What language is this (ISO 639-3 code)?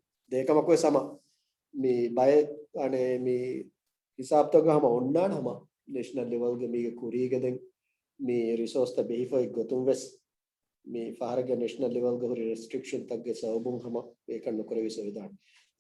div